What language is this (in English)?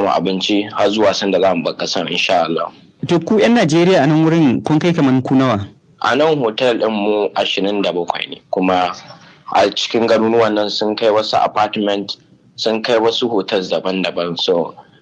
Hausa